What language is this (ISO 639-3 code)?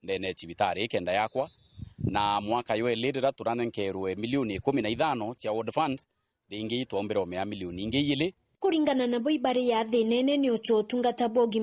mer